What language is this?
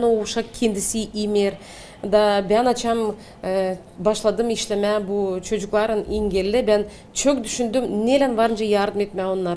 Gagauz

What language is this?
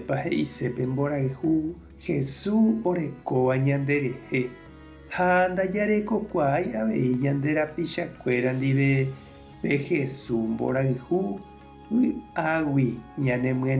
Guarani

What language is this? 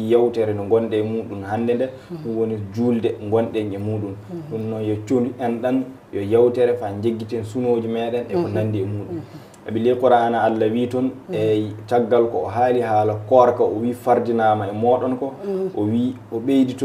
Fula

